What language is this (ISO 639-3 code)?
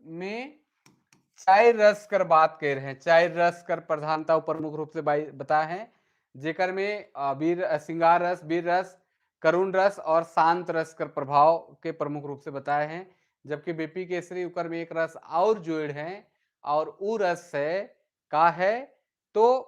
sck